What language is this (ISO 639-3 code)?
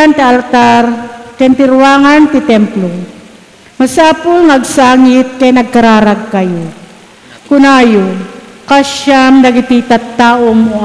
ilo